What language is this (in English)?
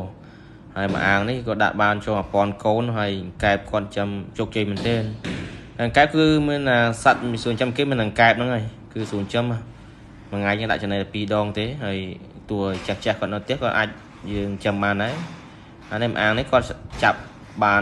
Khmer